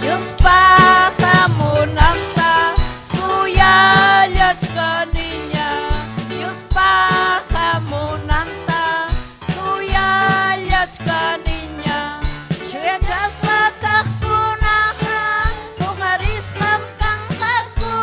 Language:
Ayacucho Quechua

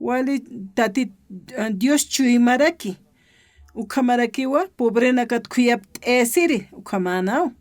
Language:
Aymara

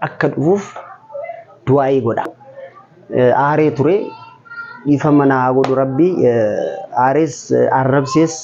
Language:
Oromo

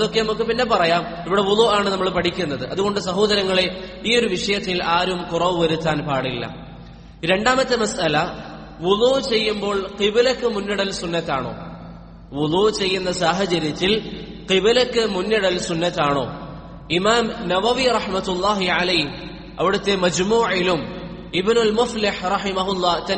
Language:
Malayalam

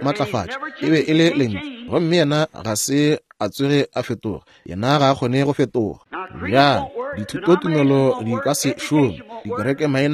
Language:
Northern Sotho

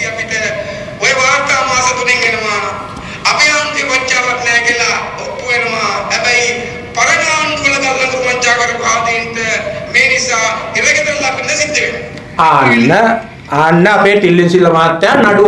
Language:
Sinhala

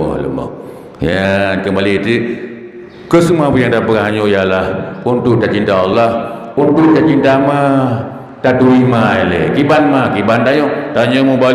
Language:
Achinese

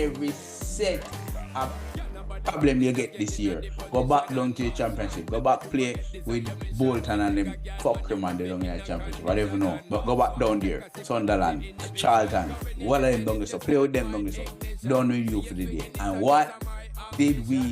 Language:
Jamaican Creole English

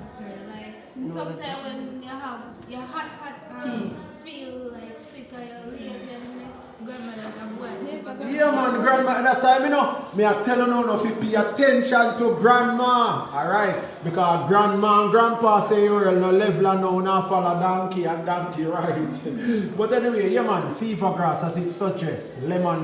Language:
Jamaican Creole English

